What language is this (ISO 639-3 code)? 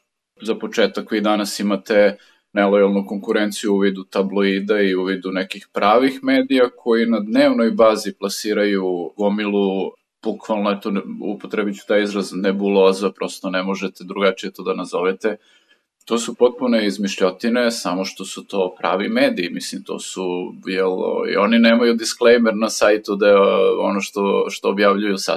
srp